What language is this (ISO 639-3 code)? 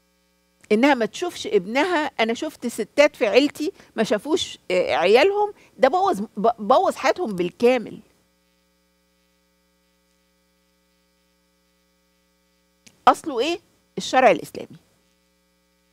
arz